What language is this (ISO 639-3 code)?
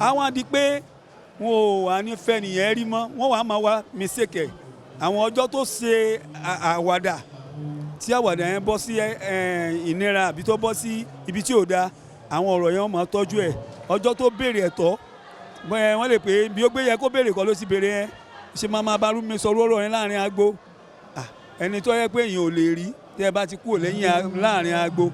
yor